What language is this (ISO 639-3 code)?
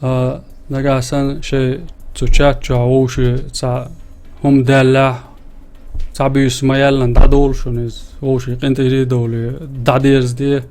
che